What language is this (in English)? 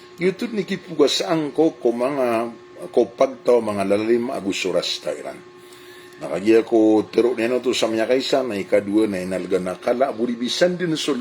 Maranao